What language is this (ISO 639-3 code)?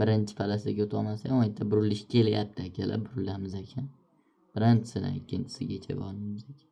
uzb